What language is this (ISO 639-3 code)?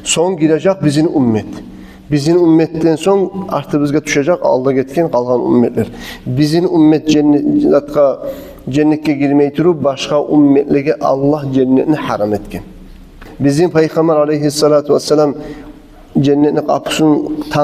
kum